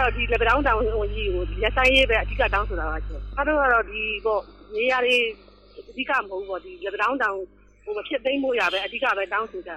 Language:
Burmese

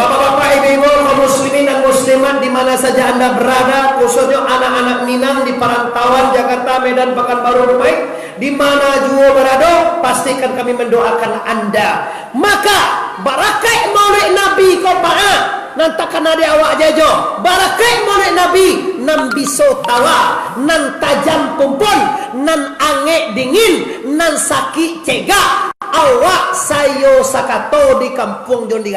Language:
Minangkabau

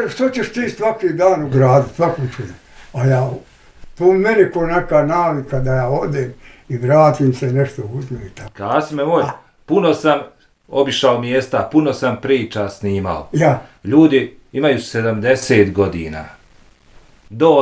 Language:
Bosnian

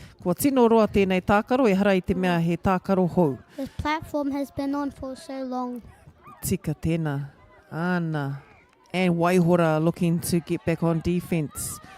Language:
Māori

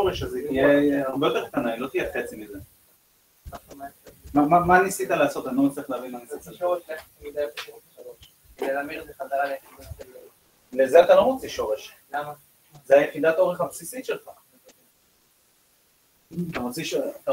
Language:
Hebrew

